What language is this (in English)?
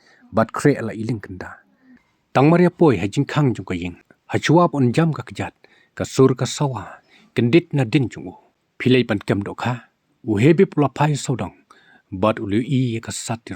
Khasi